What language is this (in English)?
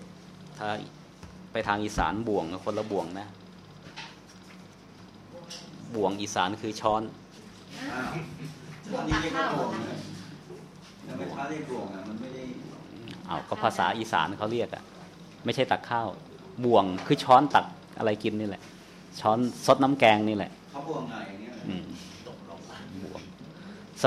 Thai